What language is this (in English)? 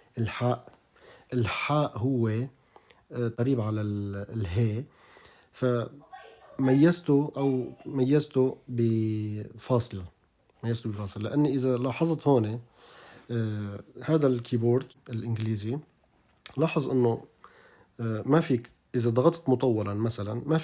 North Levantine Arabic